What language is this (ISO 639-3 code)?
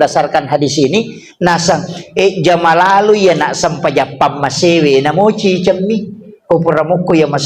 bug